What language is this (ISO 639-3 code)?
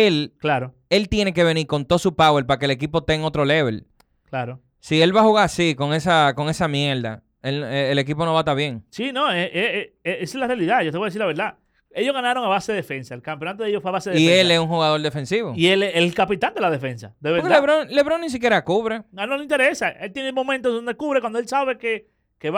spa